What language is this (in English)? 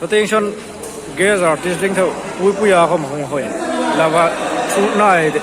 Hmar